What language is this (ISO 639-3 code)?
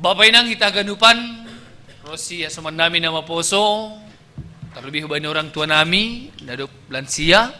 bts